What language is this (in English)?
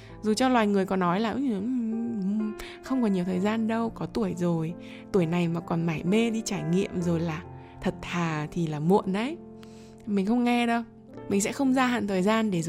Vietnamese